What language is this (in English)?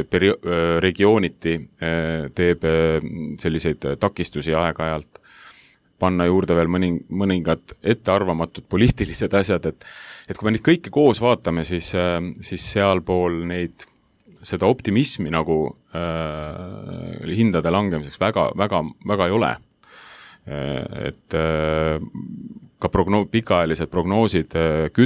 Estonian